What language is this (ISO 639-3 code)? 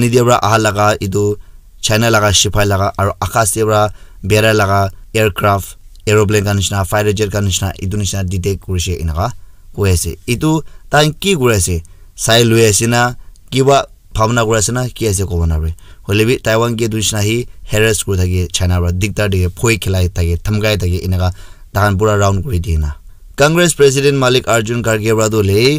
nag